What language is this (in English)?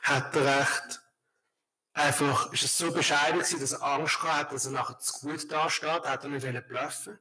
Swiss German